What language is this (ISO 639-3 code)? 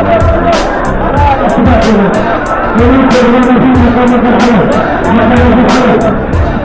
msa